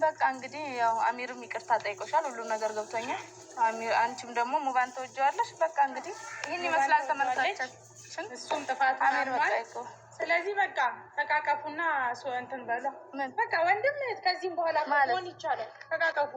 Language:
Amharic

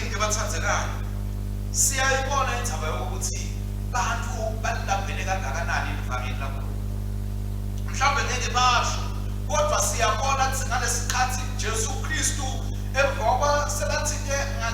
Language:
Swati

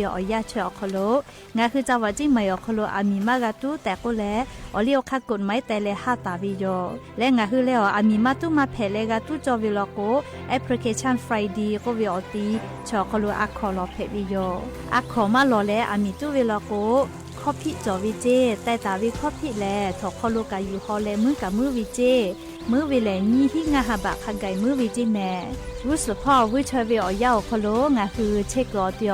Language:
Lahu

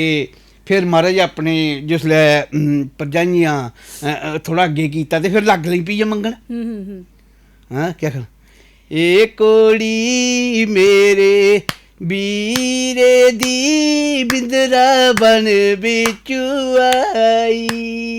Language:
Dogri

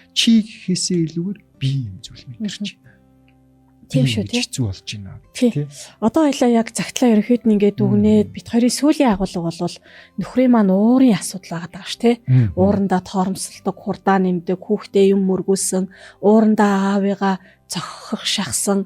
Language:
Mongolian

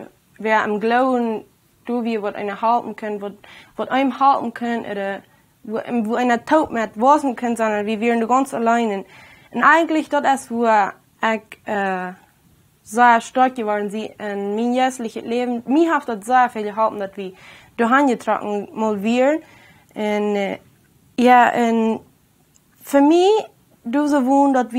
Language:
Plautdietsch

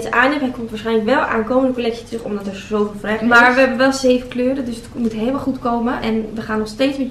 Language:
Dutch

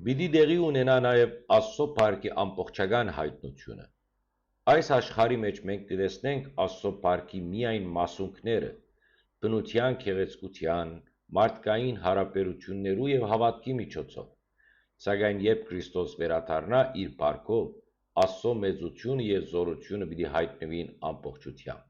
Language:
Western Armenian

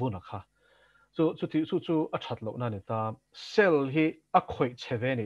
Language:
Mizo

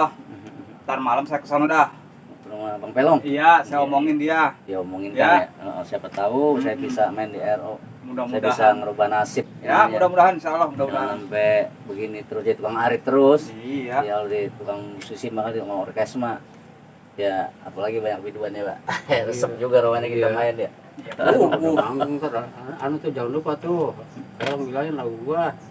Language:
Betawi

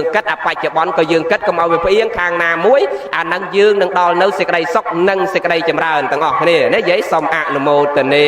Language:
Khmer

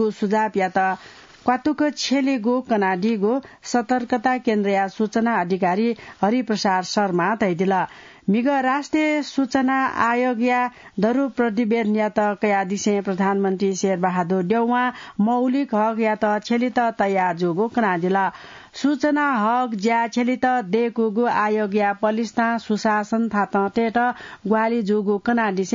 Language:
Newari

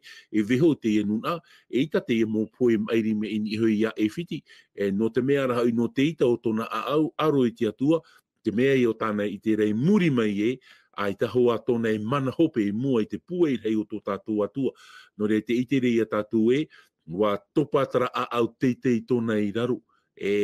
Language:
Tahitian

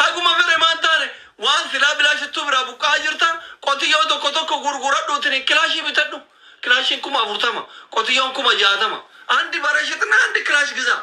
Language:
Oromo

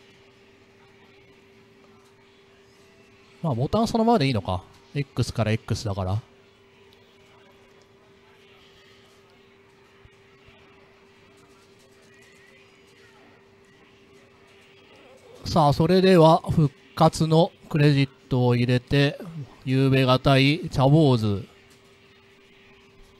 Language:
Japanese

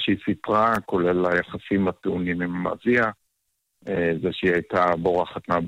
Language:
Hebrew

